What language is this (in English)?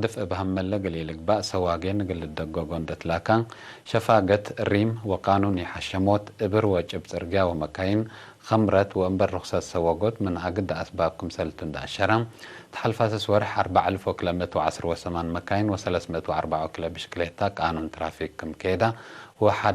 Tigre